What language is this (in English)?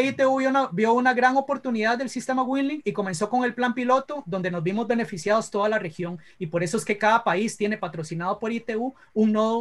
Spanish